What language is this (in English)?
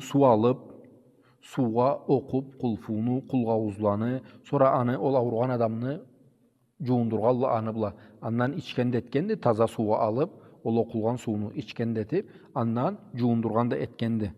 Karachay-Balkar